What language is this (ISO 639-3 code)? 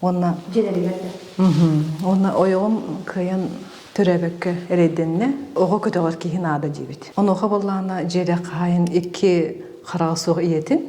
sah